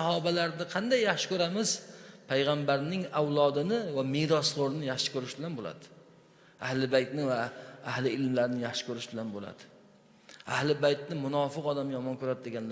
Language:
Uzbek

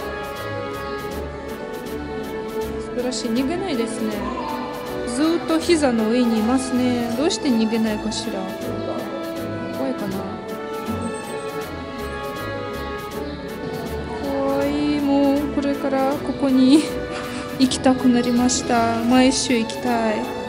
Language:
Japanese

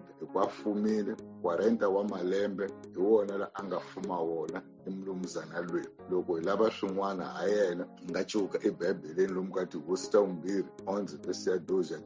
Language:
Tsonga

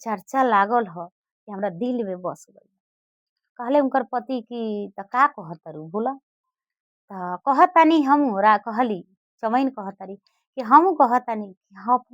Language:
Bhojpuri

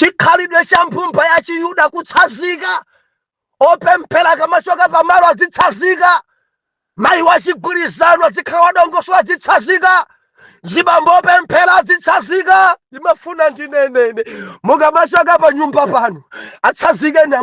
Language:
Nyanja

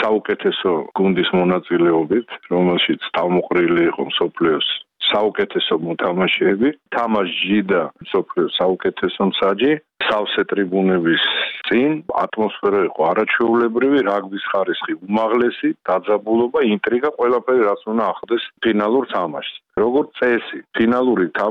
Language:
Georgian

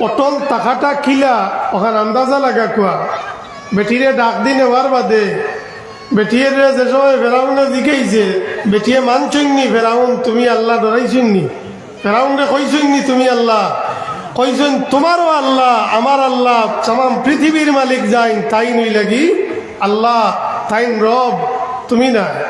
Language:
Sylheti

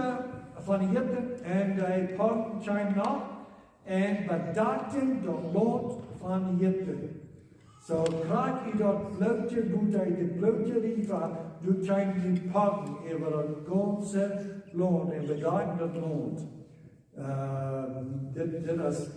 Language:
Plautdietsch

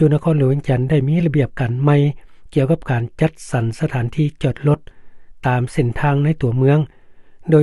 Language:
Lao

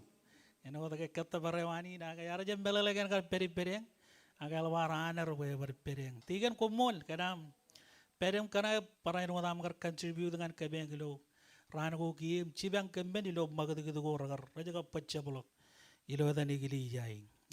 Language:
Marshallese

